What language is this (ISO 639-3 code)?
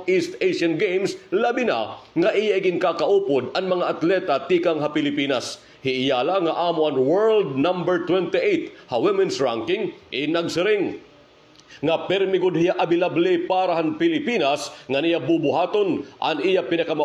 war